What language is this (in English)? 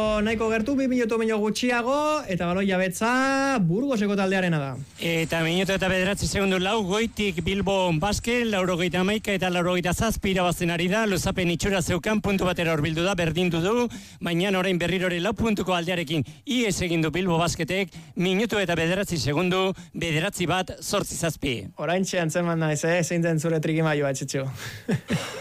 Basque